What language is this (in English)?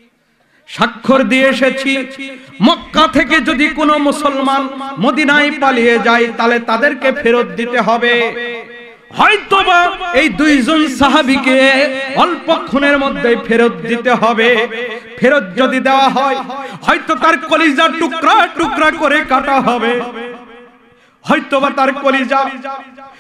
Bangla